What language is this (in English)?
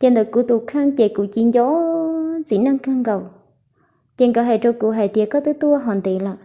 Hmong